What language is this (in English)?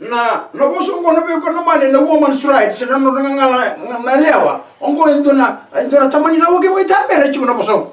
Fijian